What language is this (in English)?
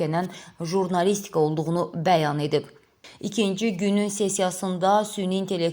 Azerbaijani